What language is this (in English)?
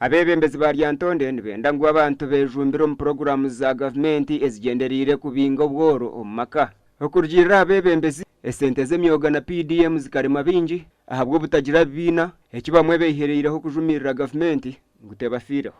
Nyankole